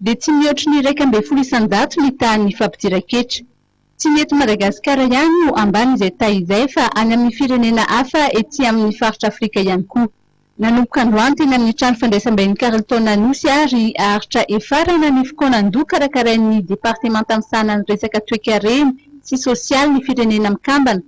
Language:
Malagasy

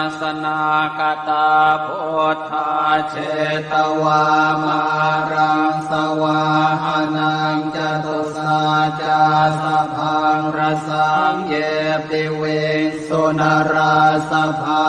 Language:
Pali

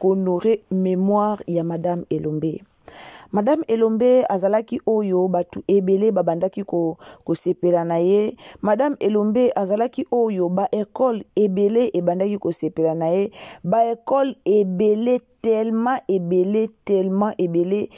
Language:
Lingala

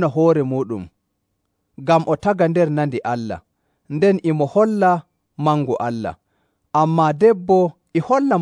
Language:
Nigerian Fulfulde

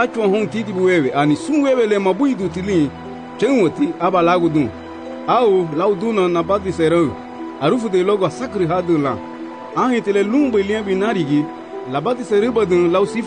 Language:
Garifuna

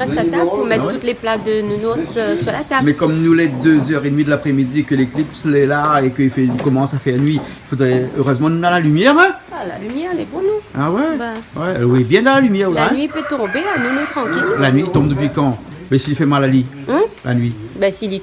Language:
Réunion Creole French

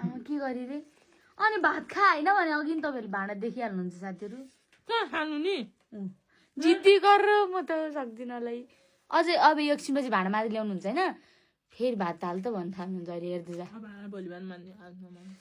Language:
Nepali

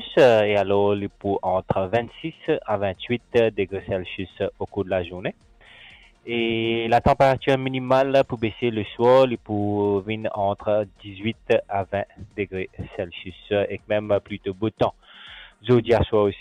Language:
Morisyen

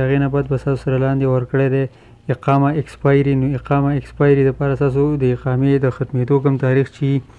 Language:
Pashto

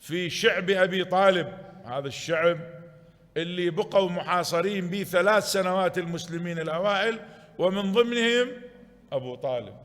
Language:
Mesopotamian Arabic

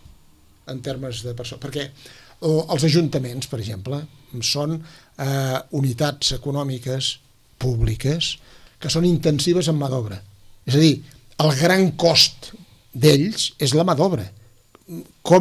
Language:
Catalan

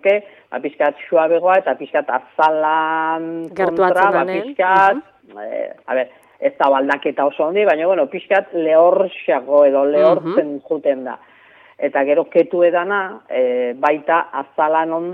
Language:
Basque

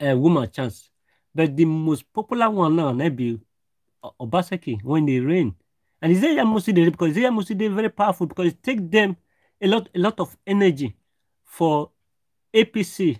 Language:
Nigerian Pidgin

